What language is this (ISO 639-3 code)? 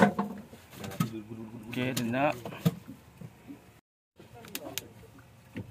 msa